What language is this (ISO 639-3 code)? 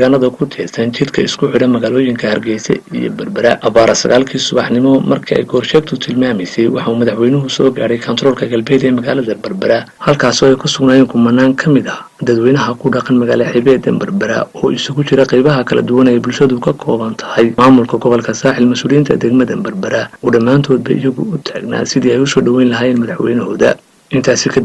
som